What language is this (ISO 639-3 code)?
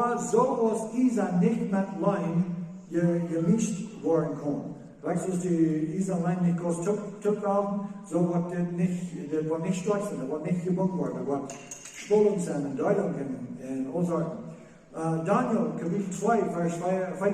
pdt